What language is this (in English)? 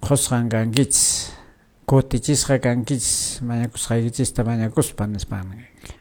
Quechua